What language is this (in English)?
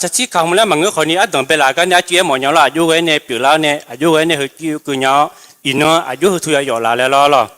Akha